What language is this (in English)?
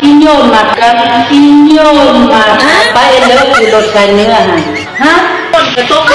Lao